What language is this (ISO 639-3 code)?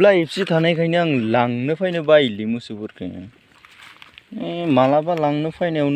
brx